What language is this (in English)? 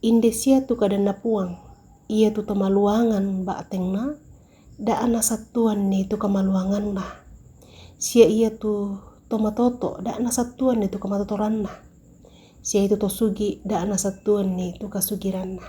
Toraja-Sa'dan